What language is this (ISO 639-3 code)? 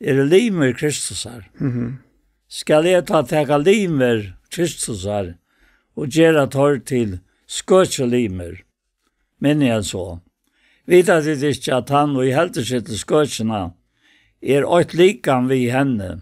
fao